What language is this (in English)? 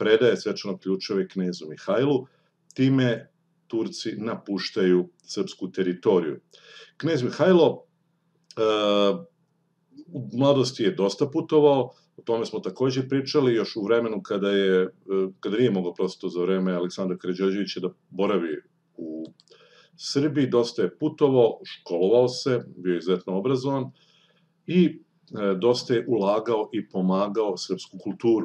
Serbian